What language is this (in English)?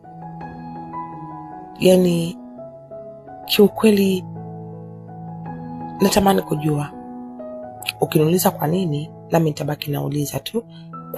Swahili